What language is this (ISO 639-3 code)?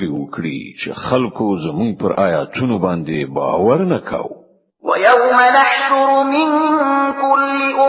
pus